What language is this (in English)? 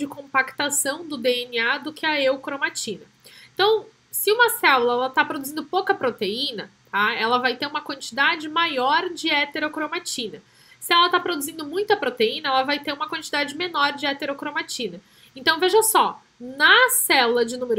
Portuguese